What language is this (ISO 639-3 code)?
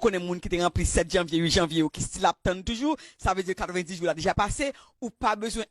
hat